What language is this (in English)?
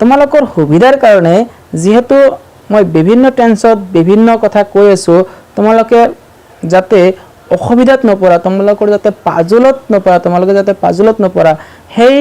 Assamese